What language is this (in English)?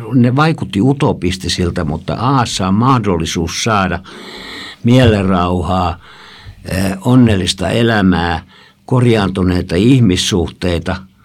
Finnish